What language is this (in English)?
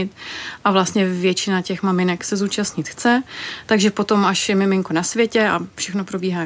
Czech